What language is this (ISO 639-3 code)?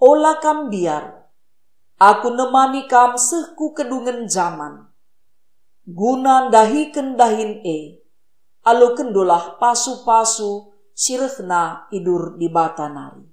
btx